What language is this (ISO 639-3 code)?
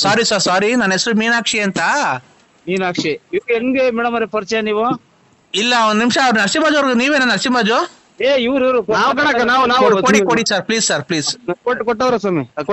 kan